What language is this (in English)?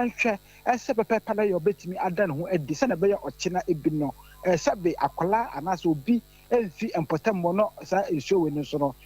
Akan